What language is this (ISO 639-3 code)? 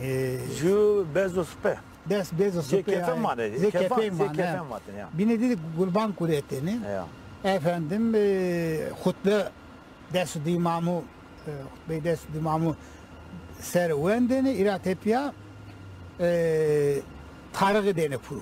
zza